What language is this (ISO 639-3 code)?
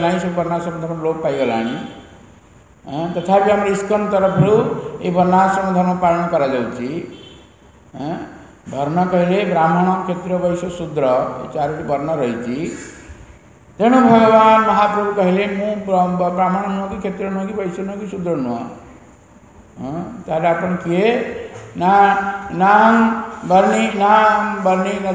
ori